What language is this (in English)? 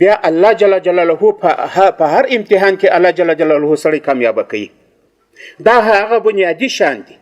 Pashto